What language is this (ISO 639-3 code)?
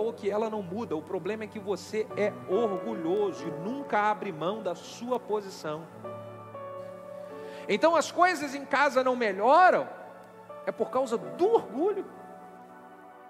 por